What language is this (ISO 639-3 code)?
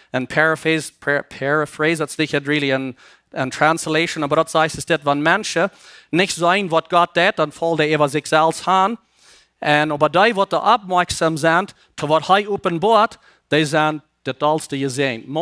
pdt